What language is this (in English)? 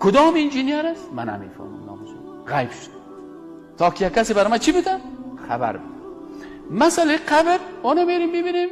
Persian